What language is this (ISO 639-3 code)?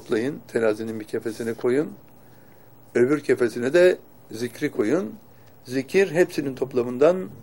tur